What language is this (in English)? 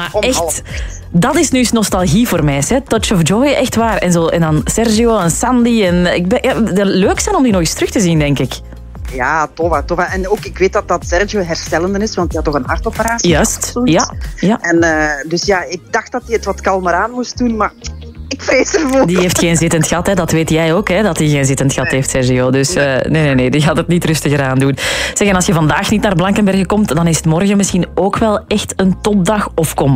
Dutch